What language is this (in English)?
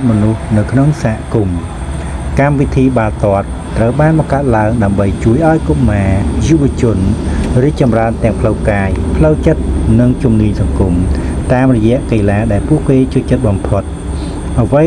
Khmer